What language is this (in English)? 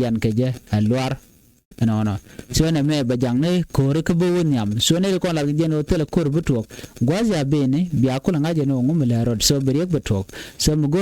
Nuer